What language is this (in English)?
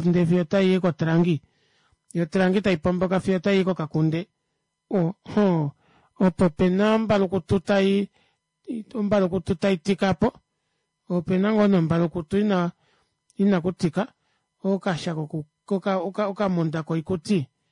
Kuanyama